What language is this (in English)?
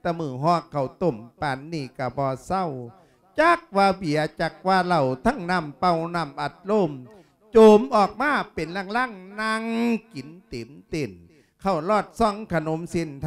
Lao